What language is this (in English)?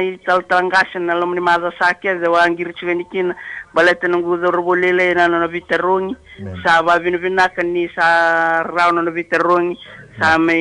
Fijian